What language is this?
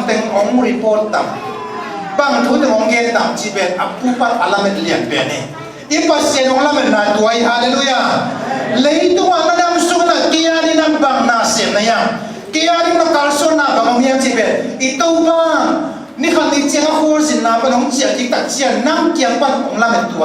Tedim Chin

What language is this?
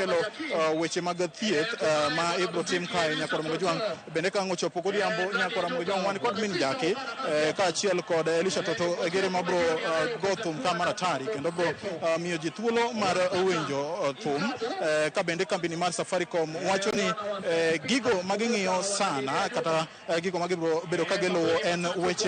Luo (Kenya and Tanzania)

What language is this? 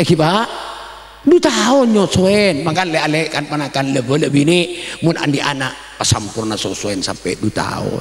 Madurese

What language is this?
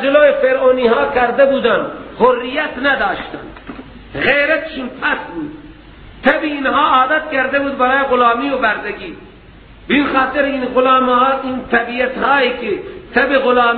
Persian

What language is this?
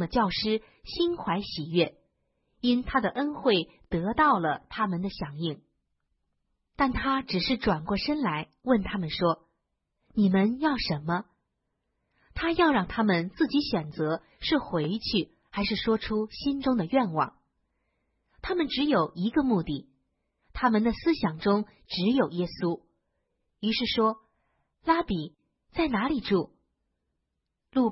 Chinese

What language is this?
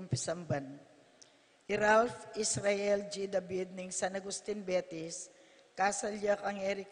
Pampanga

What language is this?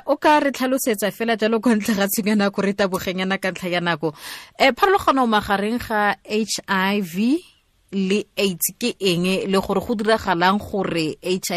Tswana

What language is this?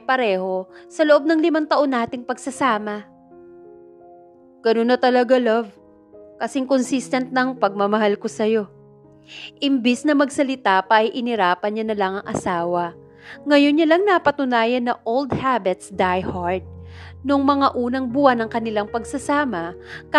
Filipino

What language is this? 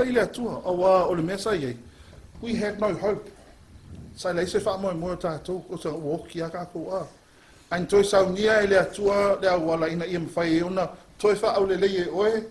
Samoan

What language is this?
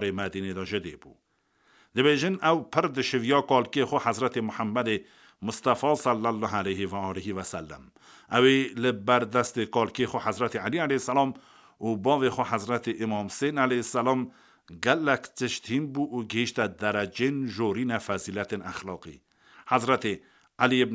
Kurdish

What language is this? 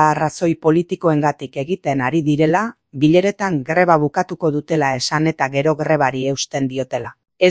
Basque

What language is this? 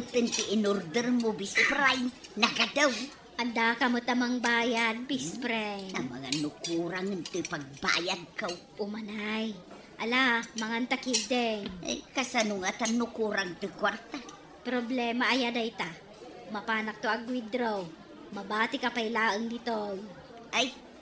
Iloko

